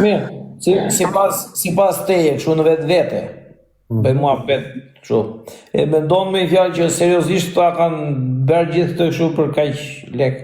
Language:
Albanian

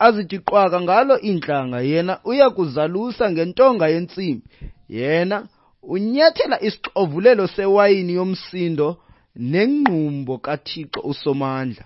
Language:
Xhosa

